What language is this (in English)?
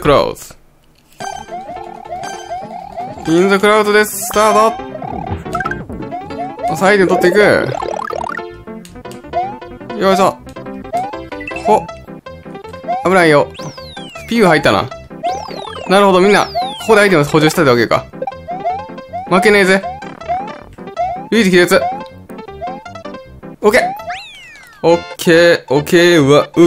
Japanese